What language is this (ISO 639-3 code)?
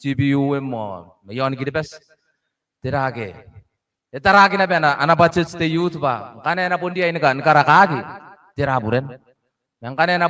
gil